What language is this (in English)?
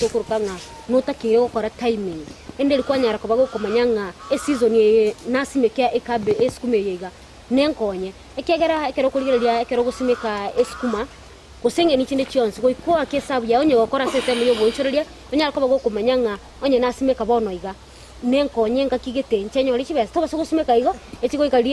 Gusii